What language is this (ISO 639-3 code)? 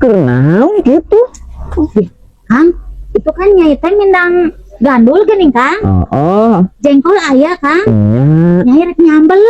sun